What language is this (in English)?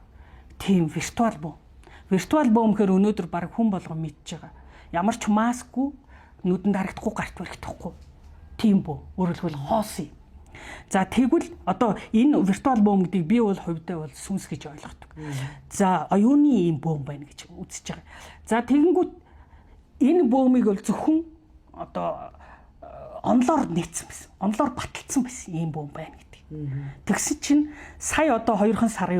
Mongolian